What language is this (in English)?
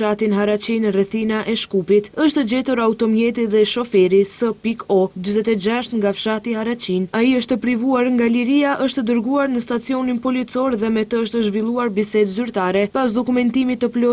Albanian